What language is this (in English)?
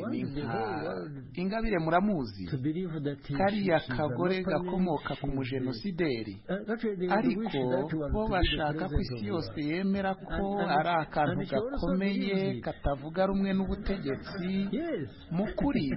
Kinyarwanda